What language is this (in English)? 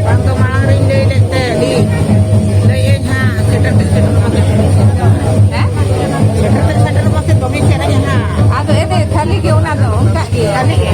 Santali